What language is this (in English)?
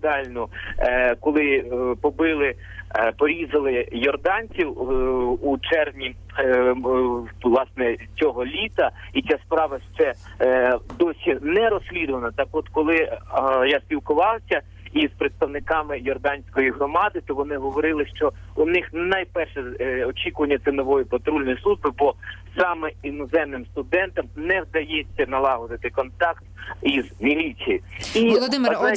Ukrainian